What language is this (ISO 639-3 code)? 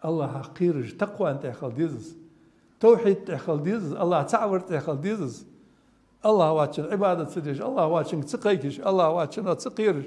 inh